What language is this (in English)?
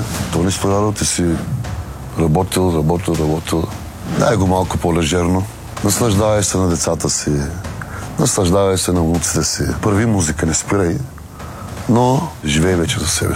Bulgarian